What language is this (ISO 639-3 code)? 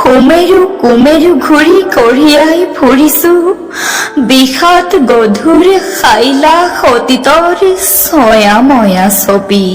asm